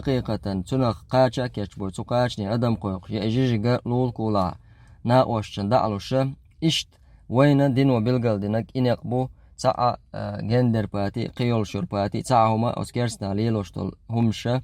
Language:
Chechen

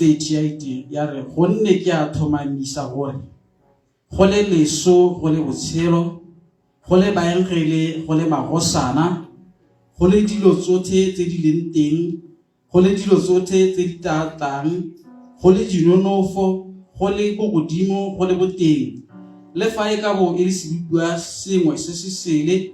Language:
Tswana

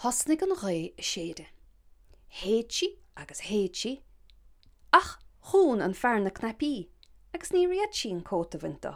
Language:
Irish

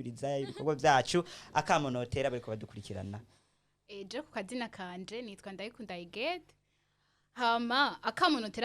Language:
Rundi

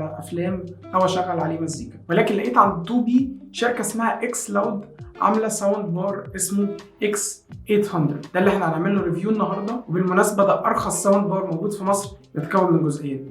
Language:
Egyptian Arabic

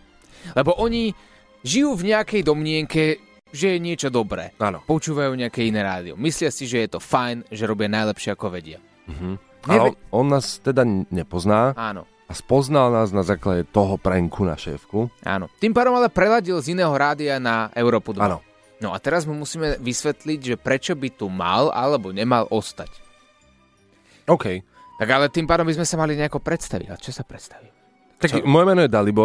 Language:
Slovak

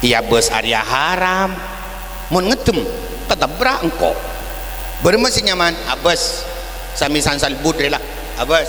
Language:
Madurese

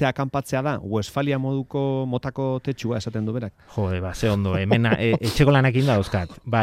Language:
Basque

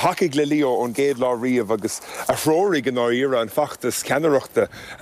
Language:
Irish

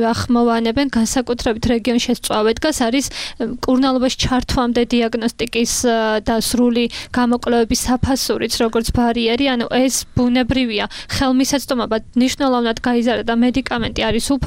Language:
Georgian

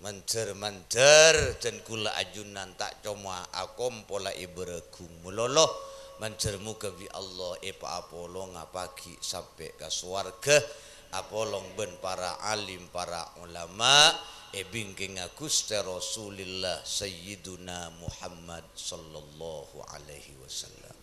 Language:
Madurese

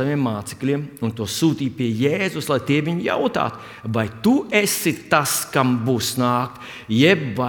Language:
Latvian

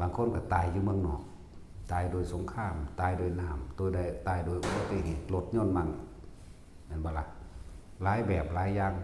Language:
Northeastern Thai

